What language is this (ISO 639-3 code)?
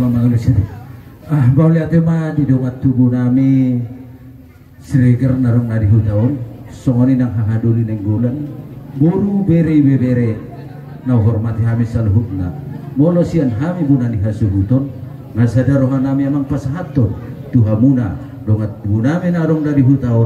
bbc